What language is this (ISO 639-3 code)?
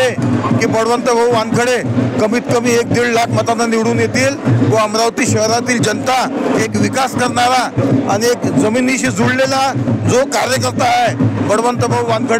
mar